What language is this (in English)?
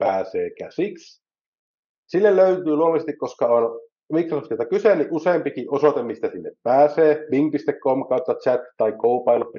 Finnish